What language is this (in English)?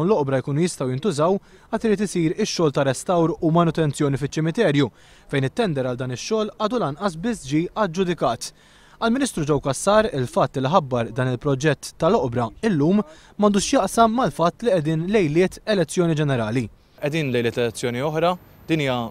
Maltese